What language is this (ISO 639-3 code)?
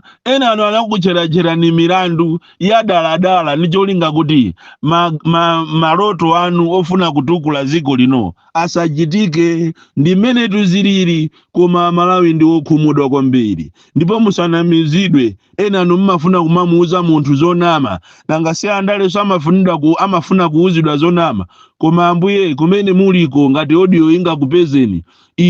nya